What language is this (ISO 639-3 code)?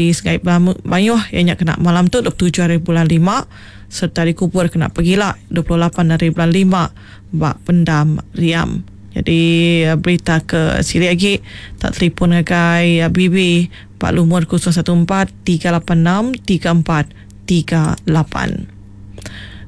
iba